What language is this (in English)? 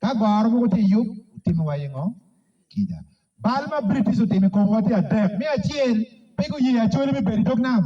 Acoli